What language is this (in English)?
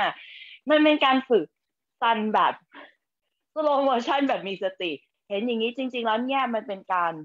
Thai